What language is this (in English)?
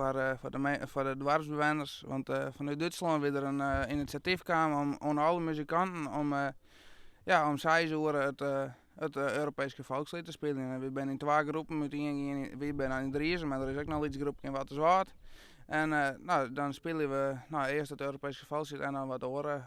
Western Frisian